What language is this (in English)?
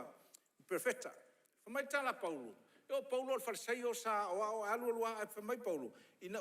Samoan